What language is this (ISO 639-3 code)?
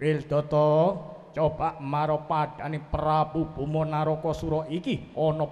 jav